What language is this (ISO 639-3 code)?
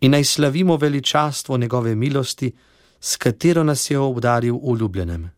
slv